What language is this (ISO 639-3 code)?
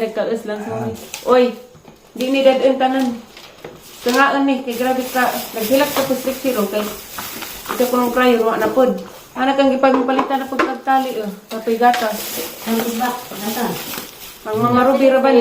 ceb